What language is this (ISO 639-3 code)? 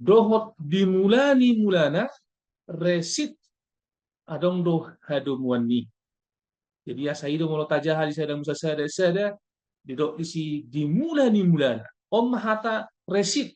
bbc